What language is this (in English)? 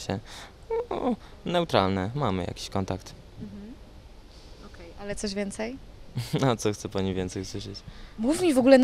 Polish